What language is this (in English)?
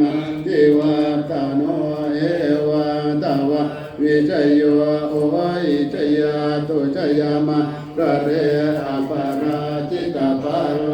Pali